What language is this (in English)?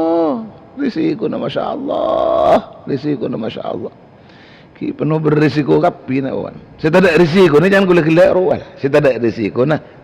Madurese